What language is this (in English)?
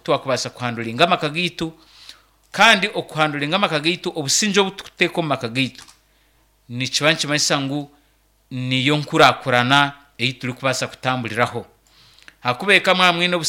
Nyankole